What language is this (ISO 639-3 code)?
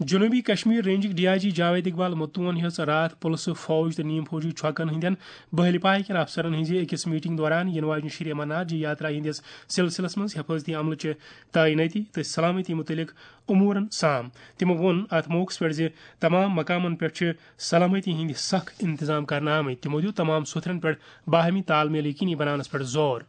kas